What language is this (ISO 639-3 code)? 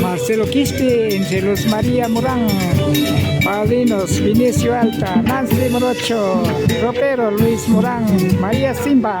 qvi